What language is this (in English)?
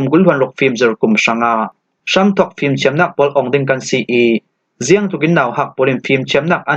Falam Chin